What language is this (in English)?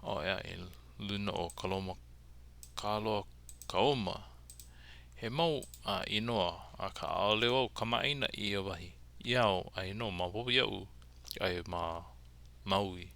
Hawaiian